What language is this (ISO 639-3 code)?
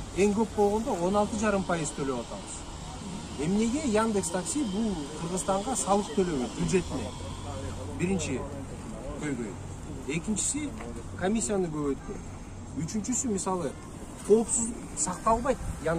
kir